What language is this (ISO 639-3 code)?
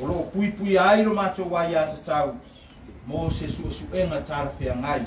smo